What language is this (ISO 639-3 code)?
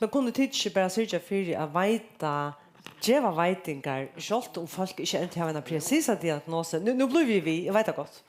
fao